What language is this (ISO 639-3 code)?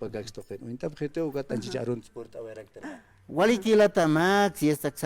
aym